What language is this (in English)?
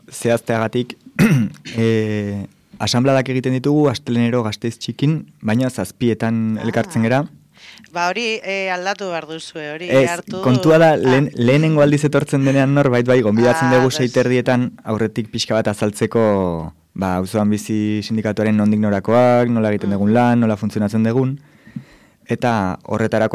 Basque